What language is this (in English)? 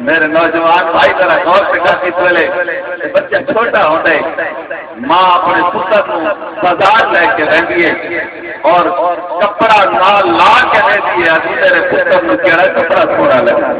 Saraiki